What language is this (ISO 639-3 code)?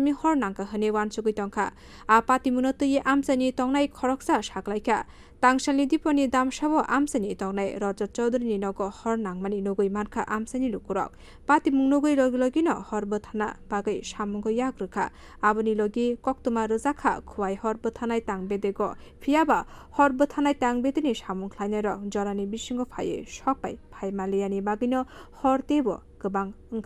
trp